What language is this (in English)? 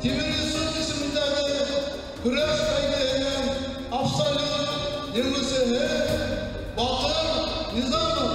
Bashkir